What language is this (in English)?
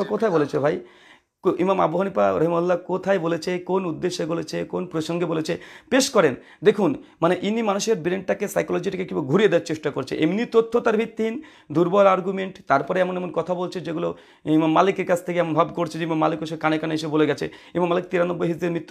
Bangla